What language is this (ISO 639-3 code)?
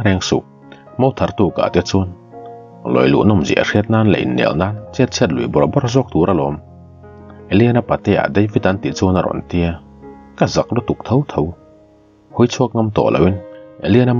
lus